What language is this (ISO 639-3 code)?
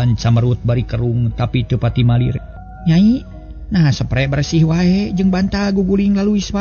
sun